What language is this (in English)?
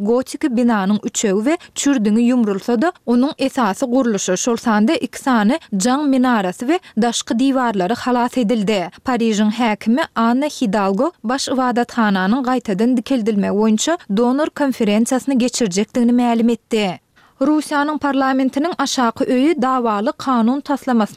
Turkmen